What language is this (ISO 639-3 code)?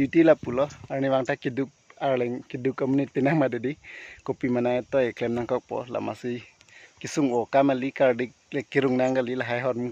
mjw